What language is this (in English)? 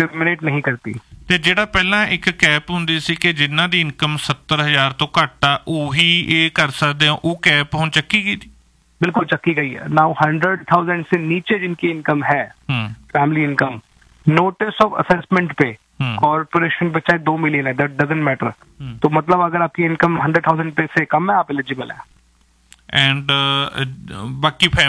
Punjabi